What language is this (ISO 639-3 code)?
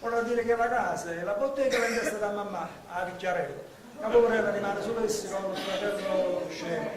nap